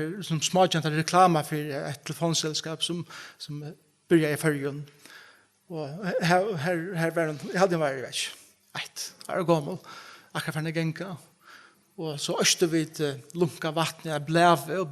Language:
Faroese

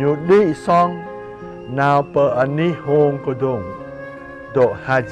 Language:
Jarai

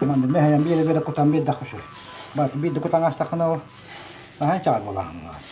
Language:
Yakut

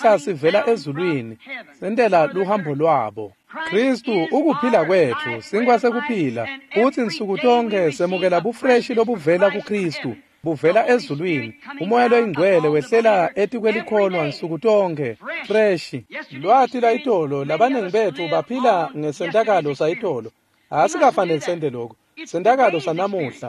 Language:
Swati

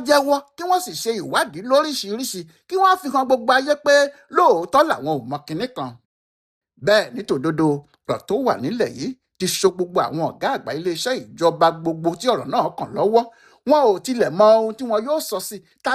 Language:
Yoruba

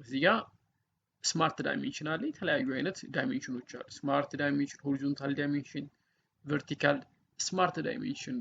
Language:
Amharic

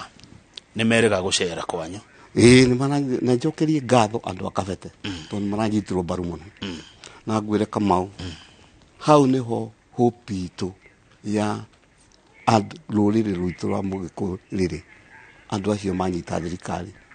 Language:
Kikuyu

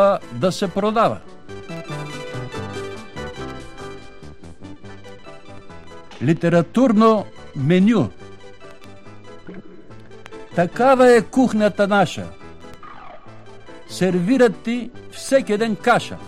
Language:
Bulgarian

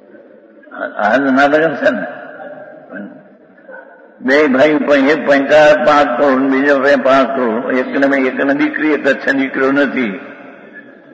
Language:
Gujarati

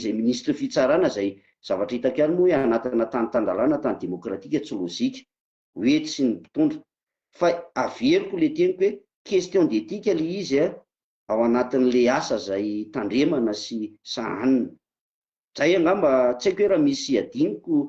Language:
Malagasy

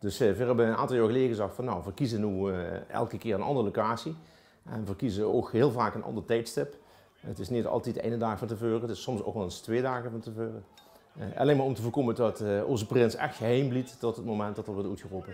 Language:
Limburgish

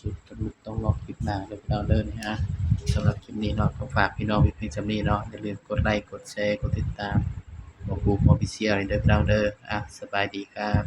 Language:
Northeastern Thai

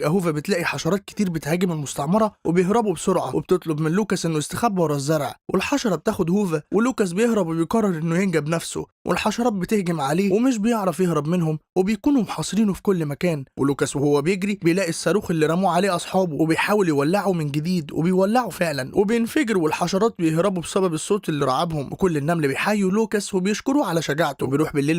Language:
Egyptian Arabic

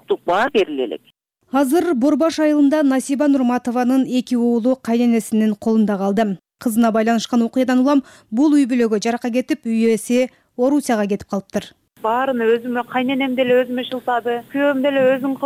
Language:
Kyrgyz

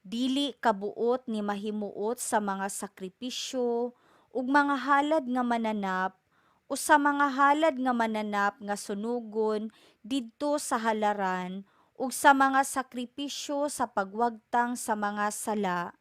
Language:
Cebuano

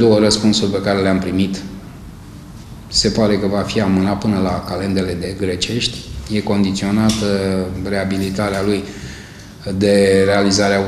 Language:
Romanian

